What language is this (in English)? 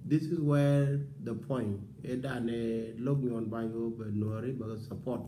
Nuer